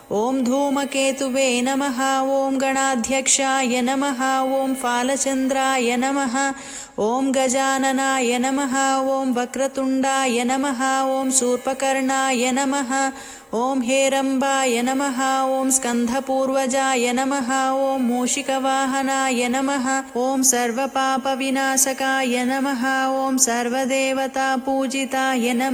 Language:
Telugu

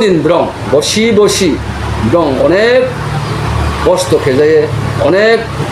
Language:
Riang (India)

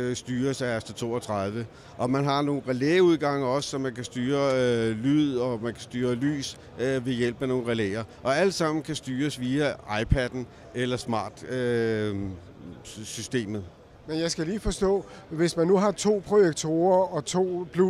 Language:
Danish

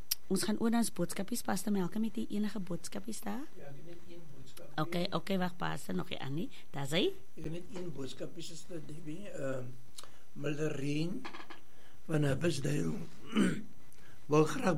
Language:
Afrikaans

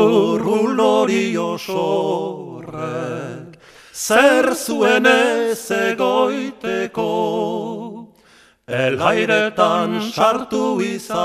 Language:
Basque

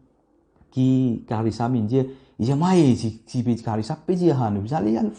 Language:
Morisyen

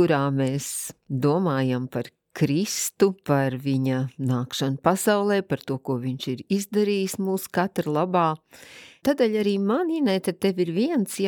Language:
Latvian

